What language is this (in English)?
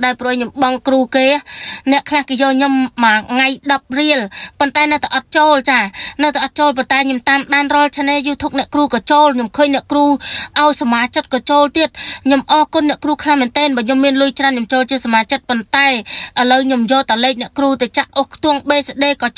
Khmer